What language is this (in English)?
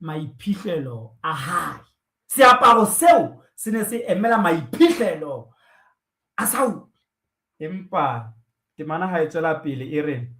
Southern Sotho